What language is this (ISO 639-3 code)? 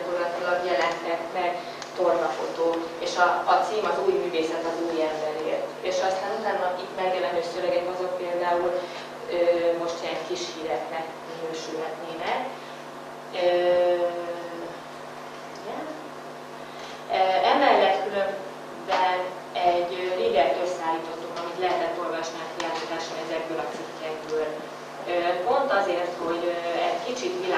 hun